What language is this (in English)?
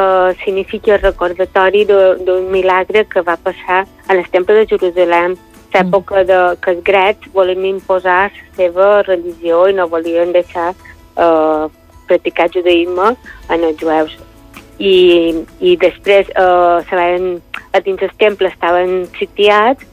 Catalan